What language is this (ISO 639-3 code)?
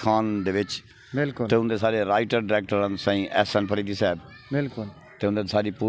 skr